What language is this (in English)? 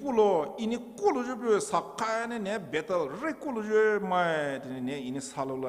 Poumei Naga